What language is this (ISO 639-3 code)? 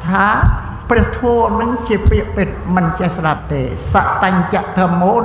khm